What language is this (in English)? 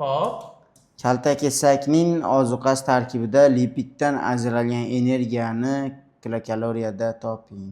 Uzbek